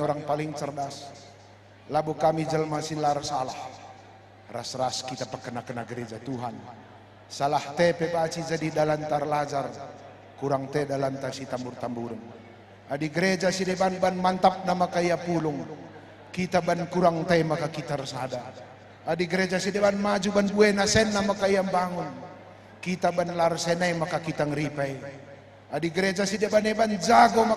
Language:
Batak Karo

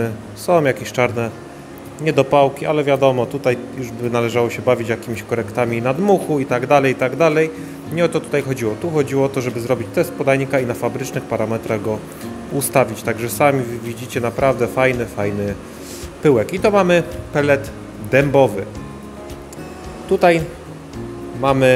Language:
Polish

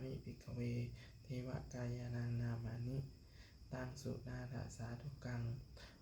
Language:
Pali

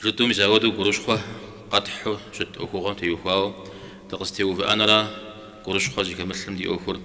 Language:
Kabardian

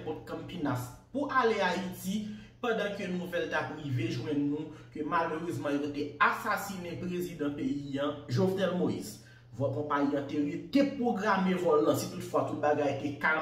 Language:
Haitian Creole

